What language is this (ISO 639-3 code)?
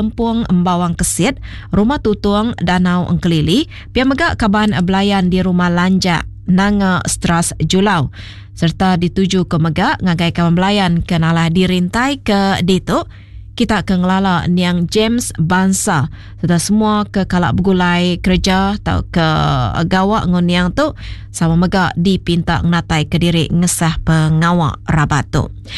iba